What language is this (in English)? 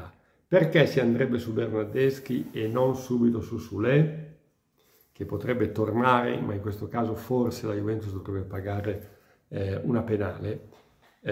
Italian